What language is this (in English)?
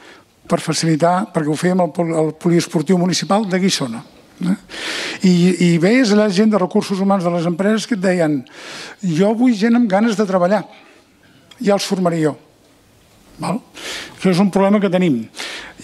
Catalan